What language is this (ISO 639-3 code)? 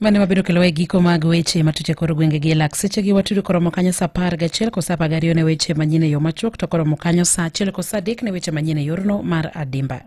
luo